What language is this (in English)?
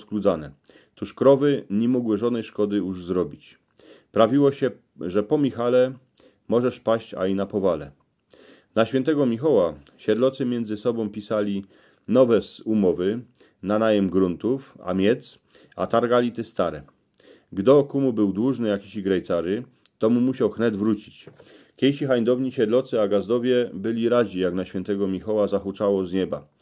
Silesian